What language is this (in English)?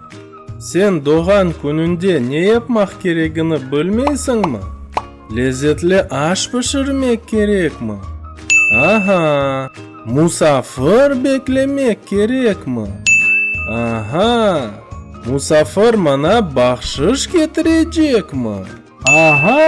Crimean Tatar